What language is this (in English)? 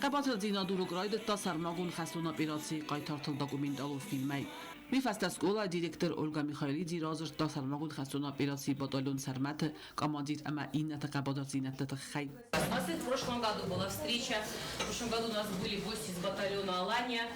Ossetic